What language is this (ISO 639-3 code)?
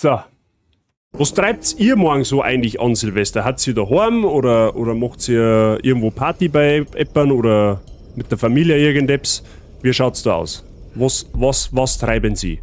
bar